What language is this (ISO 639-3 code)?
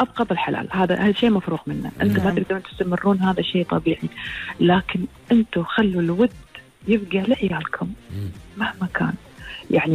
afb